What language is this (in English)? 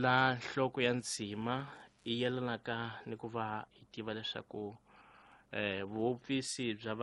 Tsonga